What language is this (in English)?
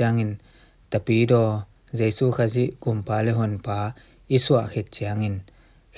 Tedim Chin